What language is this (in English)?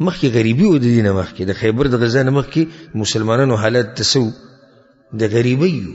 Pashto